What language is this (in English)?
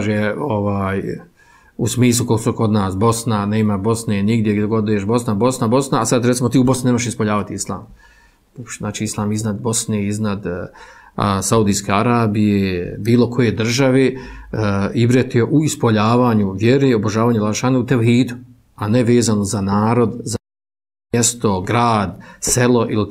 Bosnian